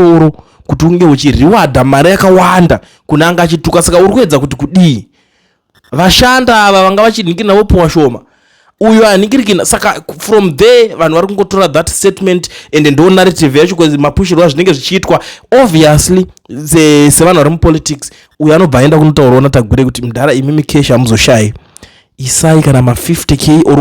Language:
Shona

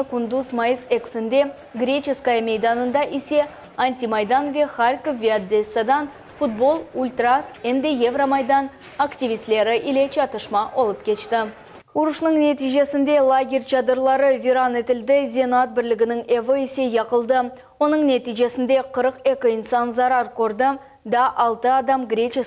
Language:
Crimean Tatar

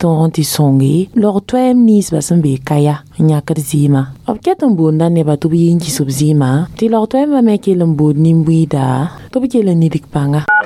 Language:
Mossi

